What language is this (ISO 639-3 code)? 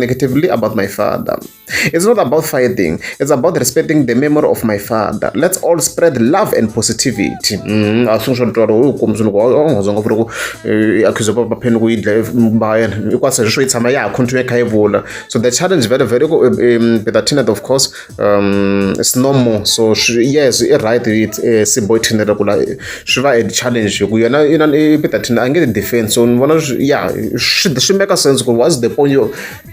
tso